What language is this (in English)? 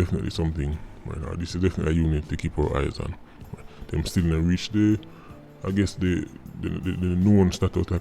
Jamaican Creole English